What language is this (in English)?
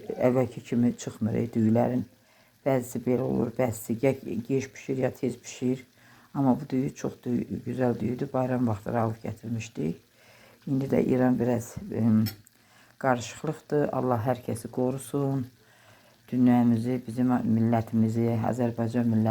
Azerbaijani